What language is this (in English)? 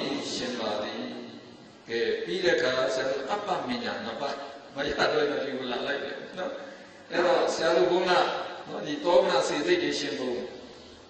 Burmese